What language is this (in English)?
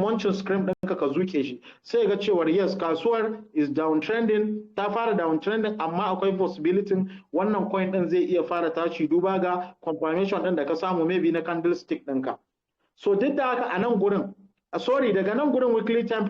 Hausa